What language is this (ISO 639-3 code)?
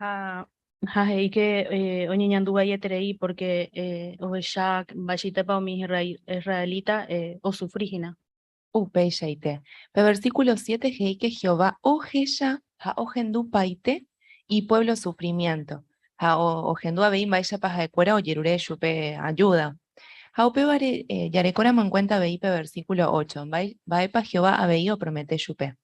grn